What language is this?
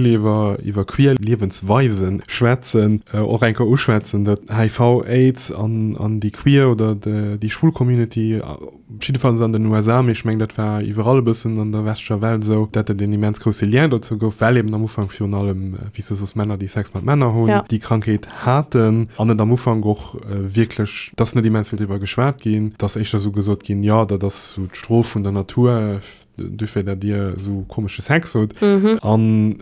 Luxembourgish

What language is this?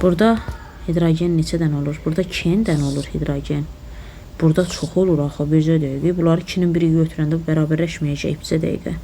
Azerbaijani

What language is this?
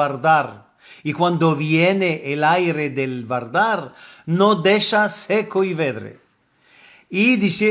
Ladino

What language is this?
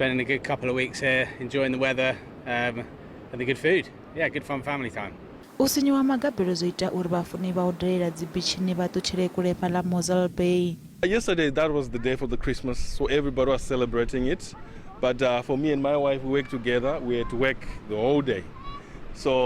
Venda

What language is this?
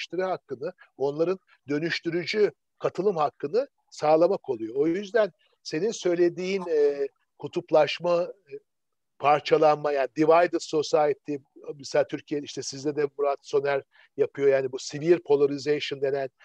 Turkish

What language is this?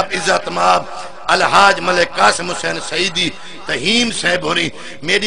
Saraiki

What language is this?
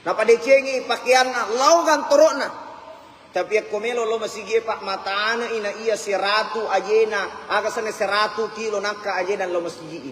Buginese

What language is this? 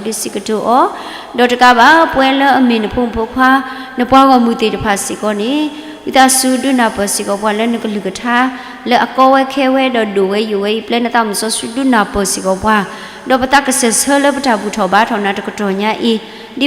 S'gaw Karen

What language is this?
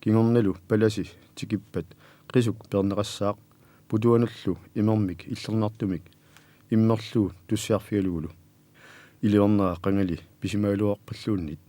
Kalaallisut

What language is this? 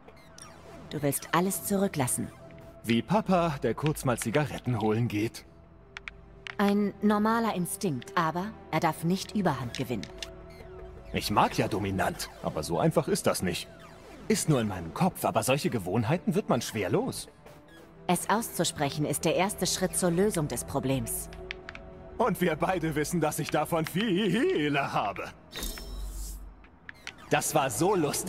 German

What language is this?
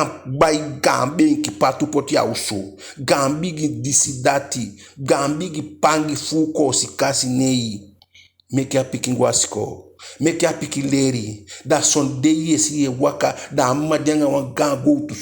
Eastern Maroon Creole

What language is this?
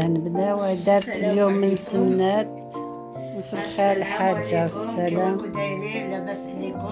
Algerian Arabic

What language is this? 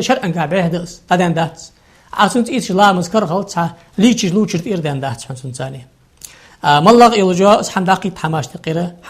Ingush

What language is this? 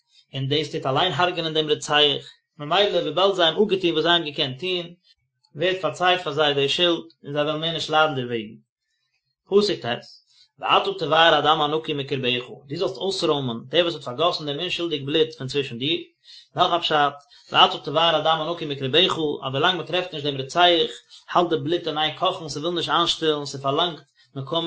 Yiddish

